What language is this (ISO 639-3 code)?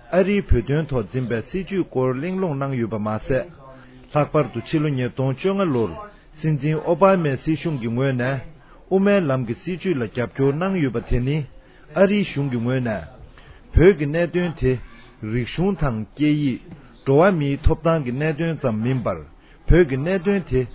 bod